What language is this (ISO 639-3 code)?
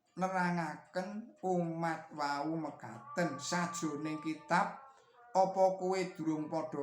jav